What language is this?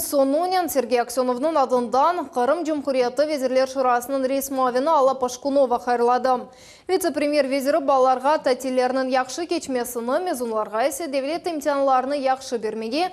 Crimean Tatar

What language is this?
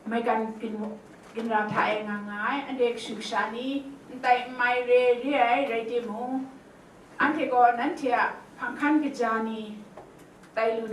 Kachin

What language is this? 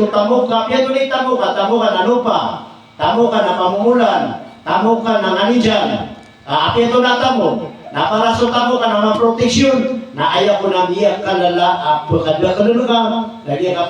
Maranao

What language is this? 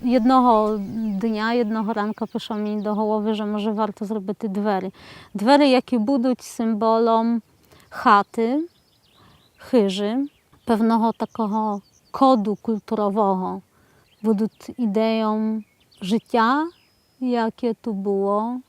Rusyn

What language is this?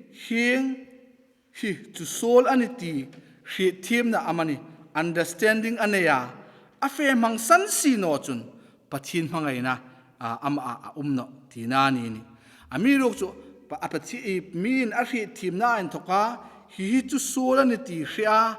Hmar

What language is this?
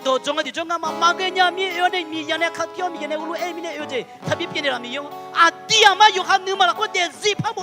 Akha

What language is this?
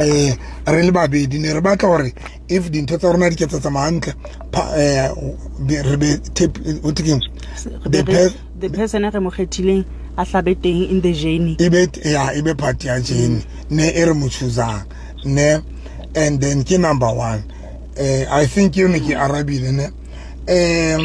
Southern Sotho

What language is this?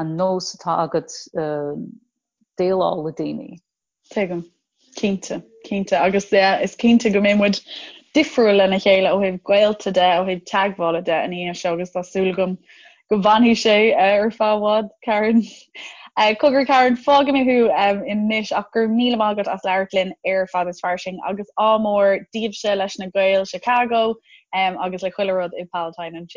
Irish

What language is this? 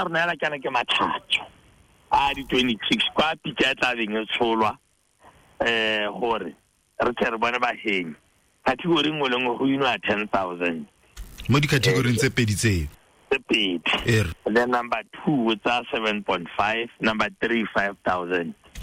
Tswana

